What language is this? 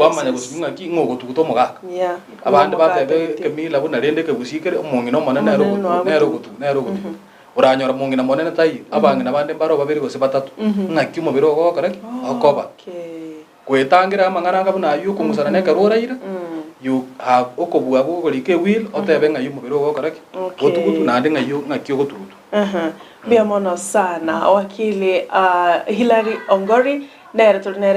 Gusii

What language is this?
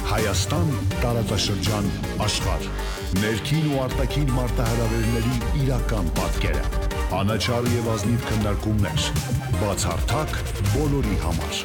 Armenian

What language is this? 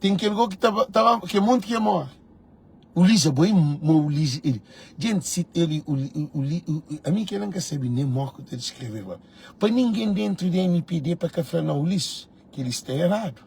Kabuverdianu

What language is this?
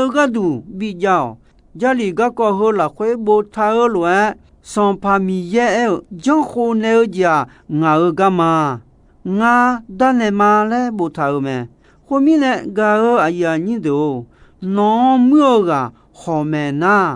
Akha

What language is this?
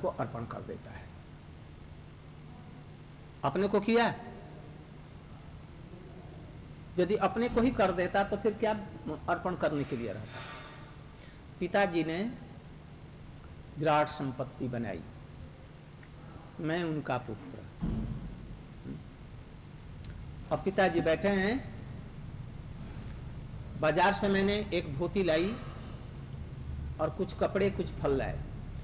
Hindi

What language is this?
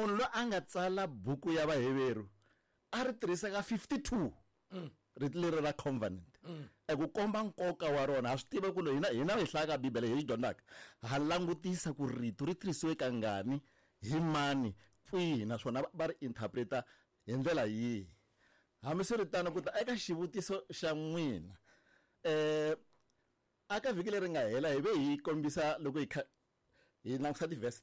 Tsonga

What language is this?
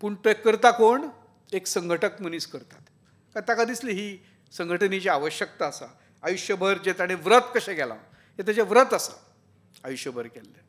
Konkani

